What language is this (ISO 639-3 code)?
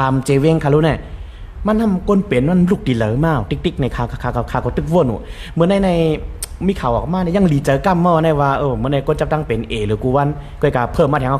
shn